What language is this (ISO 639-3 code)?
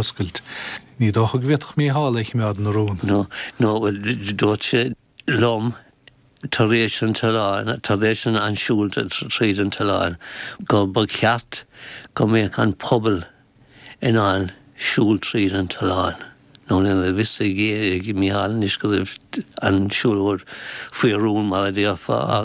gle